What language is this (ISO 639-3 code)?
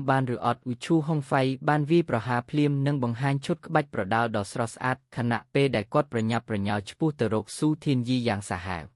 khm